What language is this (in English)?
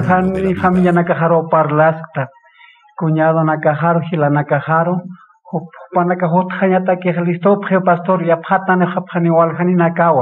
Aymara